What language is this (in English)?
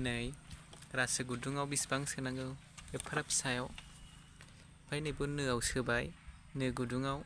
Bodo